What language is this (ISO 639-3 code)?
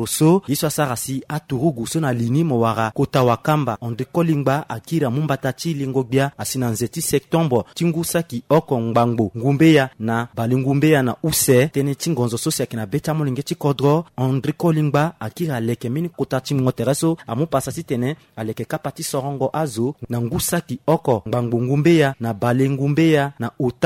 sag